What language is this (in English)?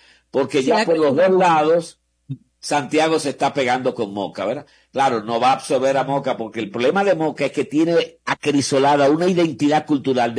Spanish